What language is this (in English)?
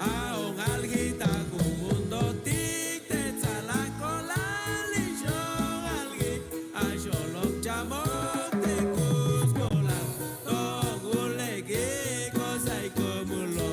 Chuj